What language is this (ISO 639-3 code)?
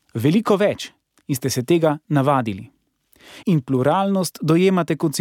slv